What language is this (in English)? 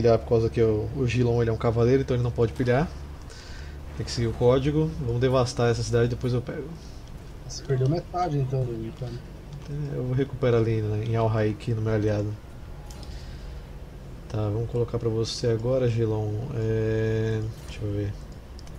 Portuguese